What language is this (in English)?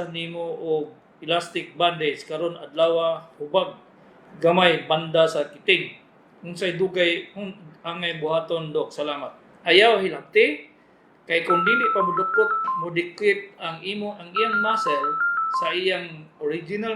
Cebuano